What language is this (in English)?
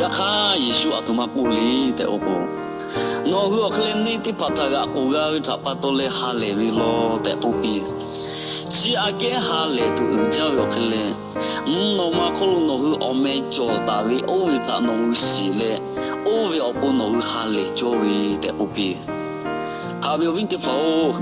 Lahu